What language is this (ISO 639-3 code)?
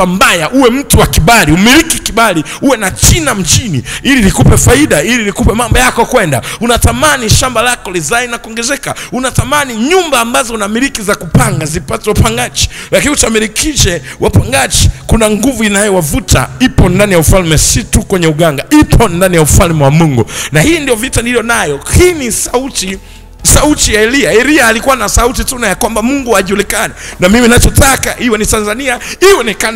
swa